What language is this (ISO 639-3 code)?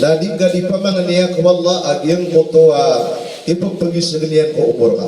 mrw